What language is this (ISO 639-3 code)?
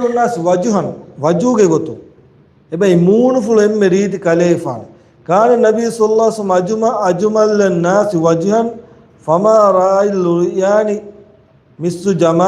div